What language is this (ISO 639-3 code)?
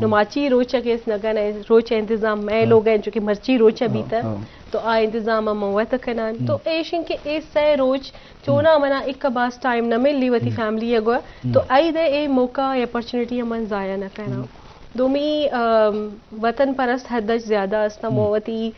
bgp